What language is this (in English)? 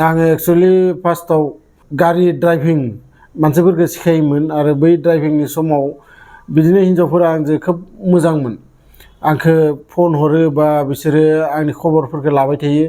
Bodo